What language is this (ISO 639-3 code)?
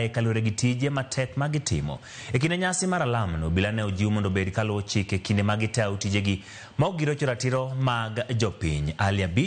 luo